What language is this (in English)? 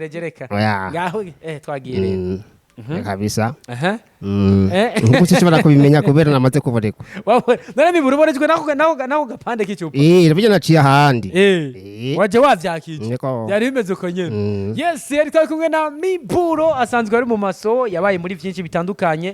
Rundi